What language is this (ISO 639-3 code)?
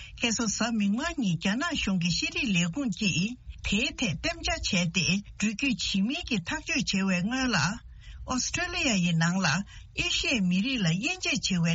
bod